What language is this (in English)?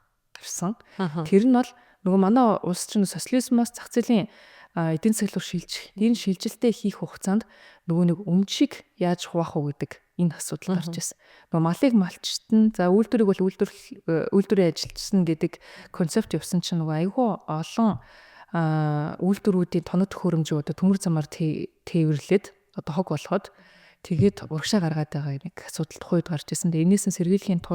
Mongolian